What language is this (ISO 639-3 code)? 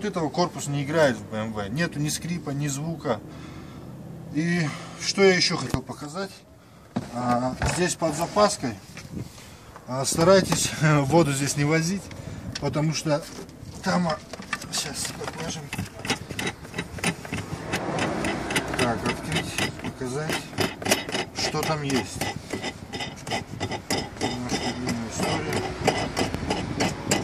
rus